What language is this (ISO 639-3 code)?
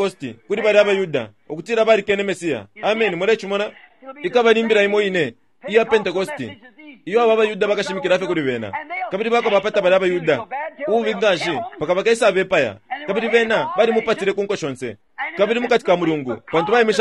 bem